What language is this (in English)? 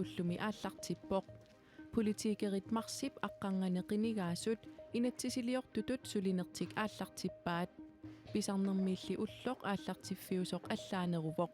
Kalaallisut